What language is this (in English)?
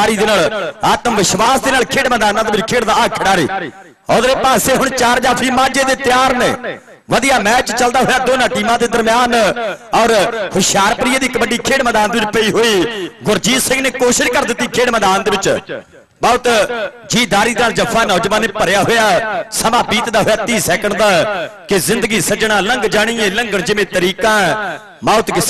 Punjabi